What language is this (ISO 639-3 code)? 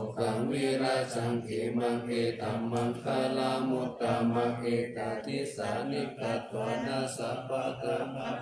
pli